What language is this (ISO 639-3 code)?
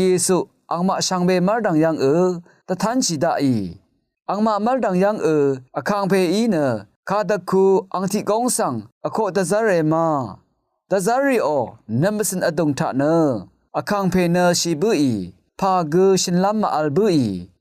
raw